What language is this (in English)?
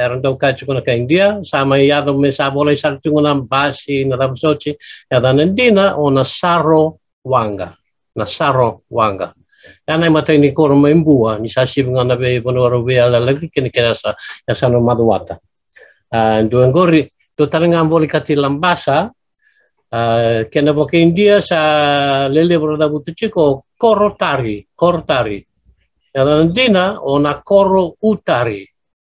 Fijian